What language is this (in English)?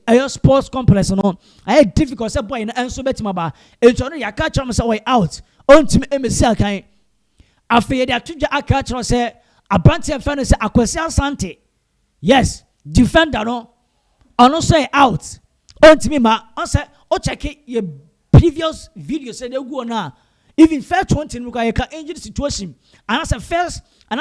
Akan